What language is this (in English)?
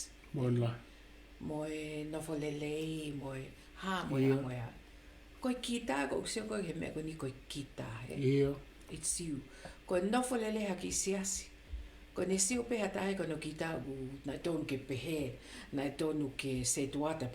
Tongan